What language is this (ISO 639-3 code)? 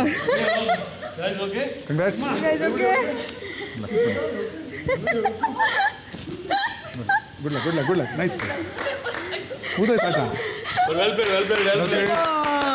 kan